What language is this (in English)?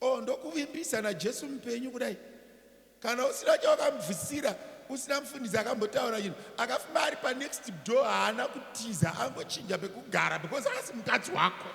Shona